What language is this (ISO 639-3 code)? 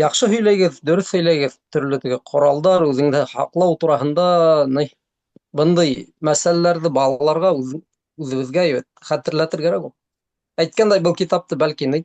bak